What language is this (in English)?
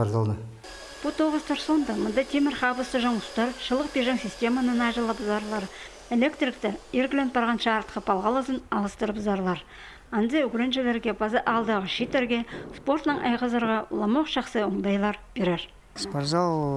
Khakas